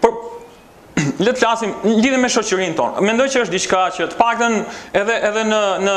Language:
Albanian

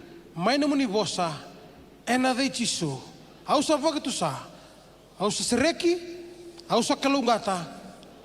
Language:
Fijian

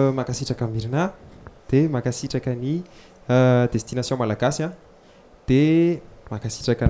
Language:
Malagasy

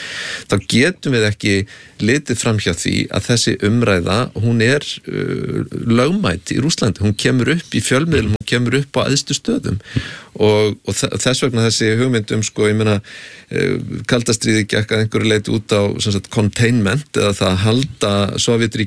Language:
Icelandic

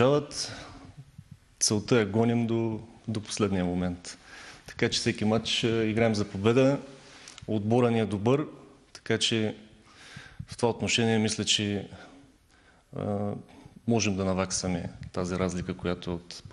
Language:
Bulgarian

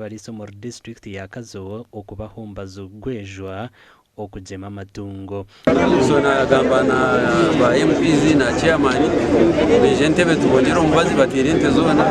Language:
Nyankole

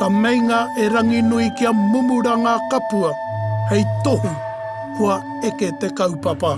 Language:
Māori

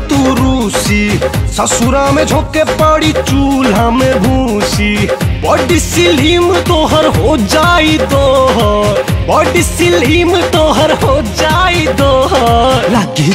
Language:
Bhojpuri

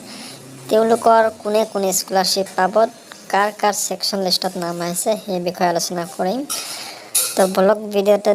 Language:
Assamese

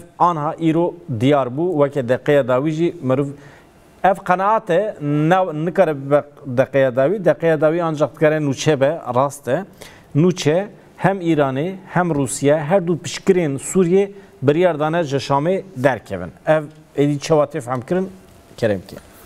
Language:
Kurdish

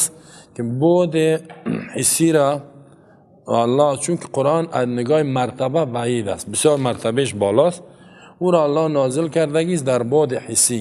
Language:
Persian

